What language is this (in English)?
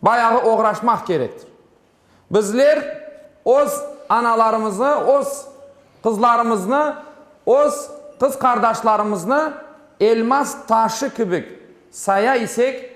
Crimean Tatar